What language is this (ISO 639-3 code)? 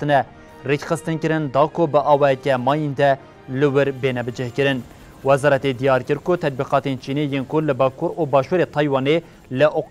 kur